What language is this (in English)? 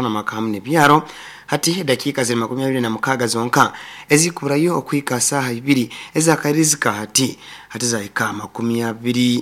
Nyoro